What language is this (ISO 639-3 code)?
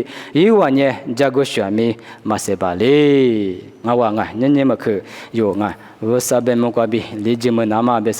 lis